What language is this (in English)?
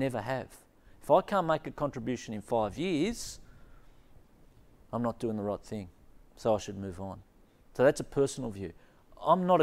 English